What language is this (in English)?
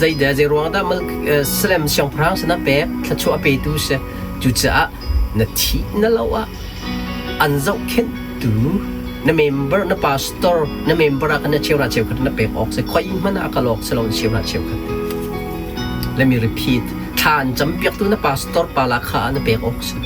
Hakha Chin